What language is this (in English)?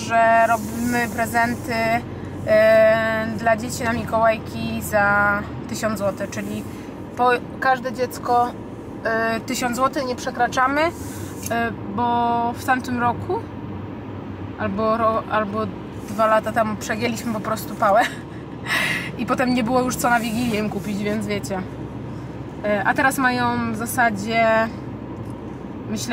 Polish